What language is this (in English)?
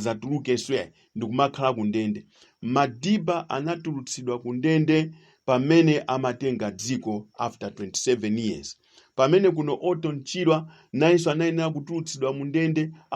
Nyanja